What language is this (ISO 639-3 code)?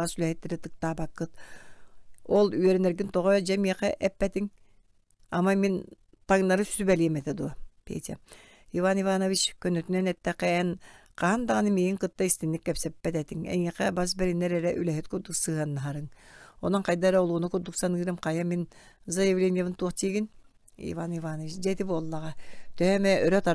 sah